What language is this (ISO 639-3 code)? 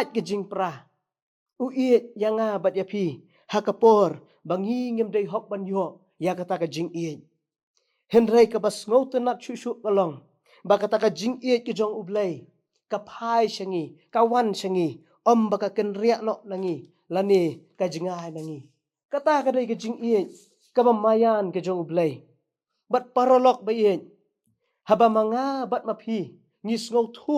kha